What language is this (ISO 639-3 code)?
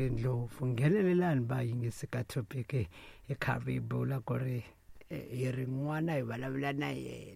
tso